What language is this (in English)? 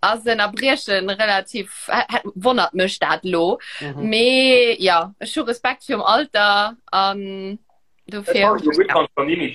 Luxembourgish